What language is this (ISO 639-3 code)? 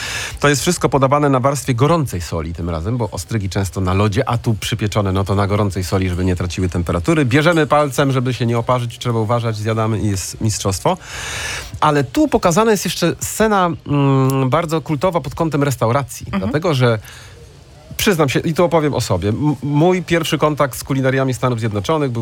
pol